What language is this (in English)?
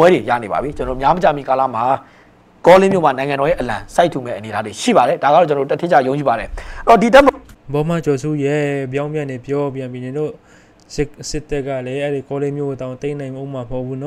Burmese